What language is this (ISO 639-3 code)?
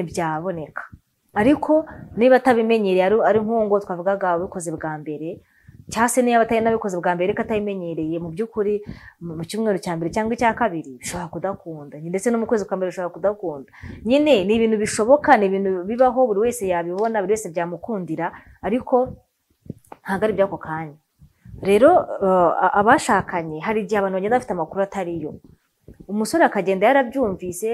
kin